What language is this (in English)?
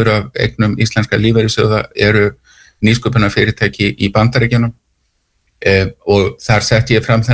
Icelandic